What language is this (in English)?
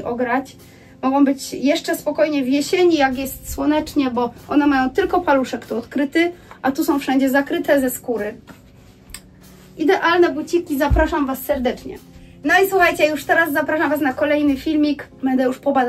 Polish